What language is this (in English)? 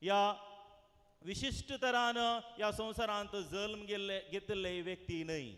Konkani